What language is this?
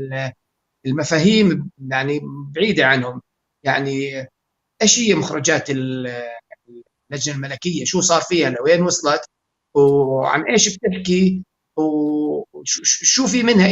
North Levantine Arabic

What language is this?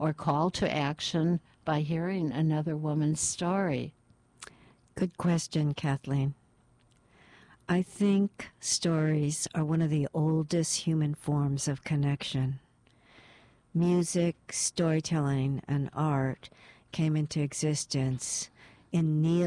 English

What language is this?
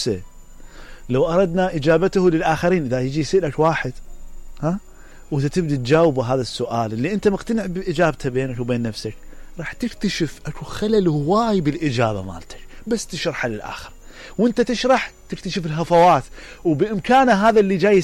Mesopotamian Arabic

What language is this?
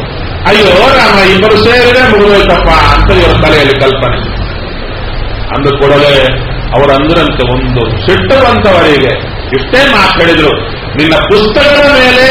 Kannada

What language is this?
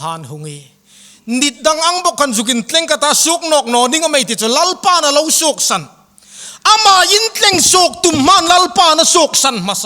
Hmar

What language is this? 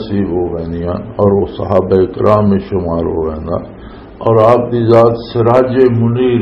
Western Panjabi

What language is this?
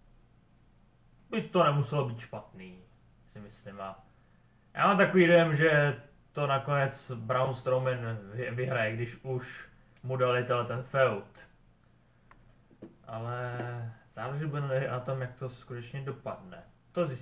Czech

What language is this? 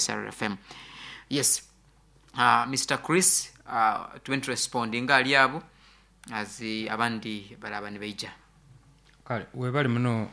Nyoro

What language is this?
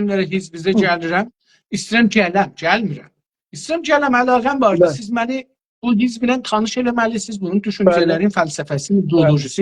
South Azerbaijani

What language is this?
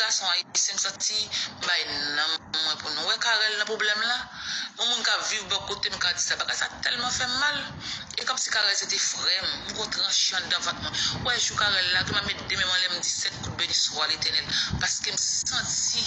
Haitian Creole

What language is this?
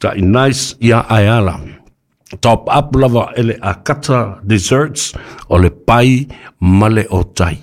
Samoan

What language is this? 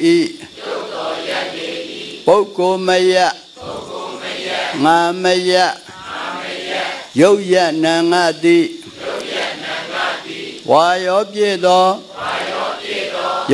Burmese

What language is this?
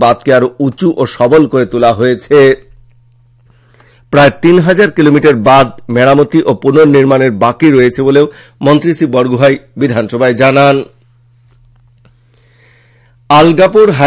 Bangla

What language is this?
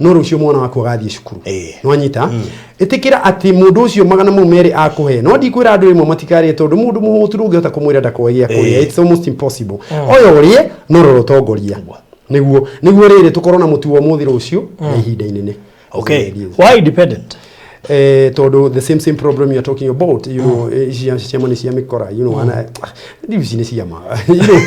Kikuyu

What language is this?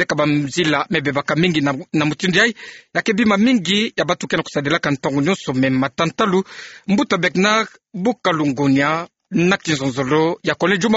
Kituba (Democratic Republic of Congo)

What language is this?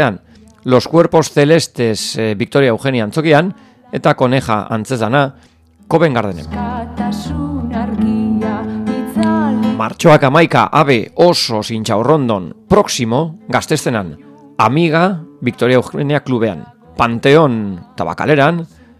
Basque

